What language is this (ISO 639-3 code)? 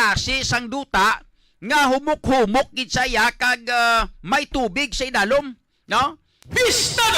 hil